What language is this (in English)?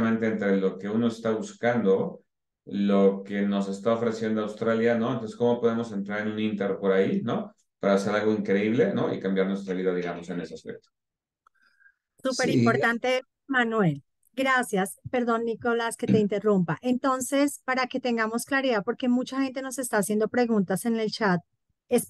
Spanish